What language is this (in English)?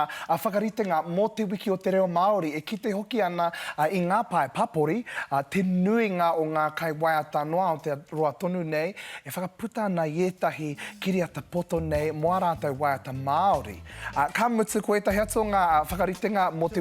Māori